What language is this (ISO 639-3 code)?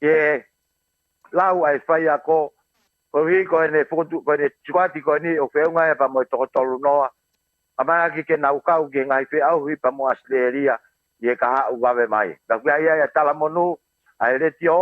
ton